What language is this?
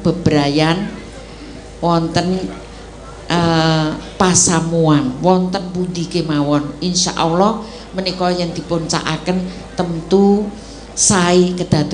Javanese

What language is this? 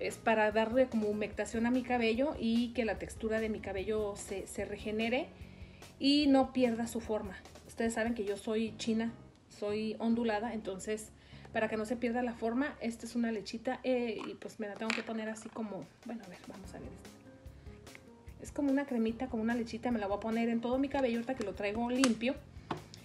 Spanish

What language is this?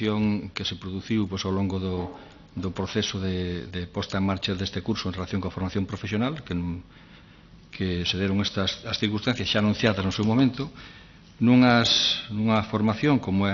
Galician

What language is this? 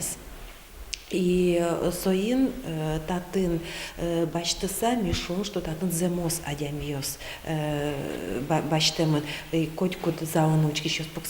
Udmurt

